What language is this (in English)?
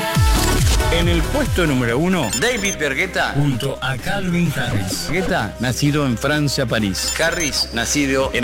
Spanish